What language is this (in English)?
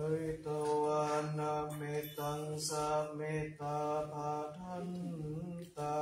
Pali